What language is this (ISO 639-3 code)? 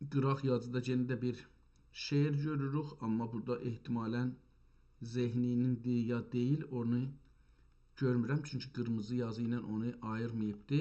azb